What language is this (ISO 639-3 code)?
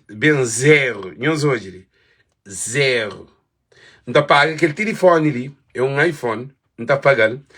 kea